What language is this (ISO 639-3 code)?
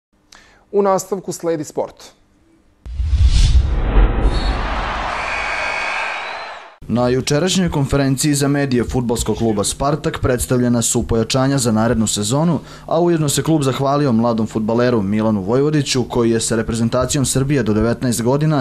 srp